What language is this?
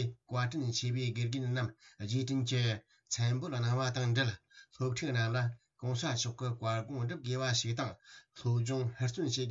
Tibetan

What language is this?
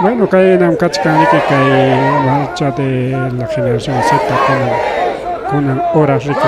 Ayacucho Quechua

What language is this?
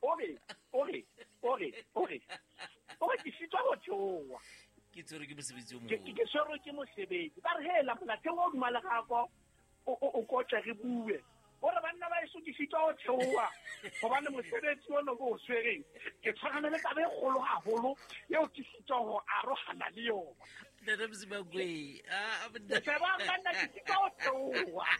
Southern Sotho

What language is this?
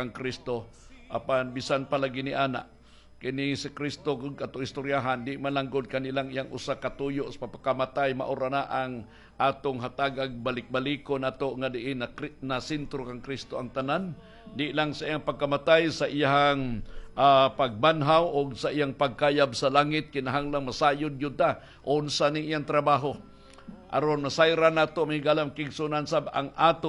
Cebuano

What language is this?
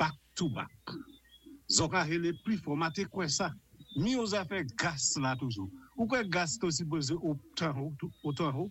Saint Lucian Creole French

